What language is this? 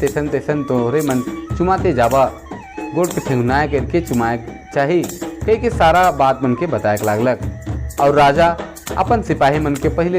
Sadri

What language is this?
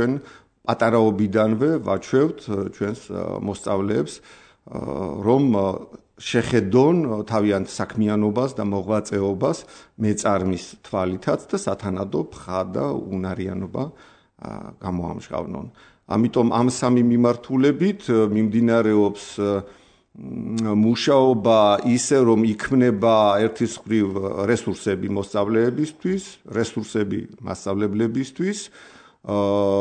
Georgian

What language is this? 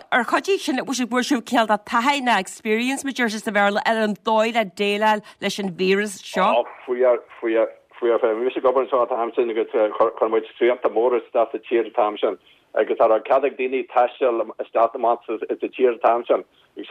Irish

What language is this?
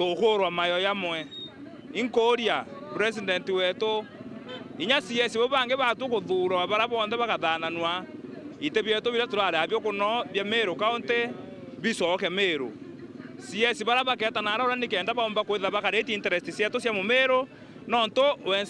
Meru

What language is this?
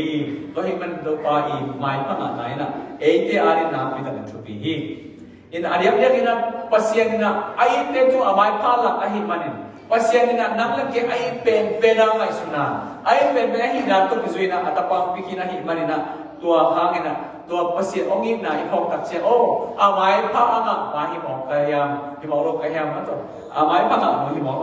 Tedim Chin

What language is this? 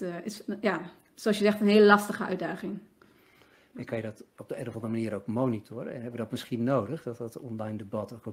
Dutch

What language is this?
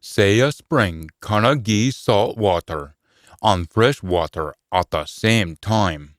Scots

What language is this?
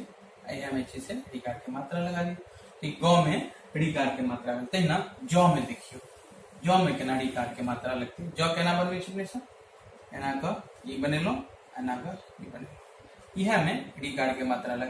Maithili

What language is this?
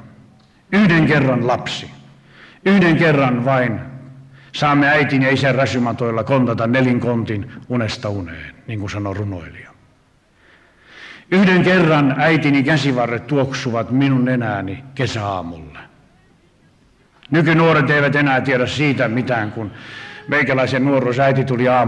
Finnish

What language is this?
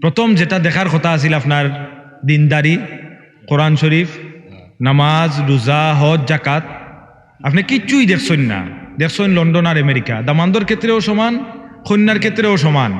Sylheti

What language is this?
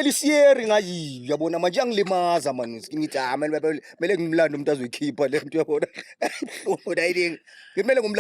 Zulu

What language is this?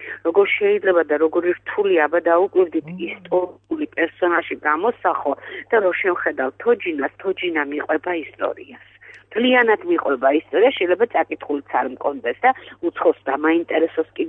Georgian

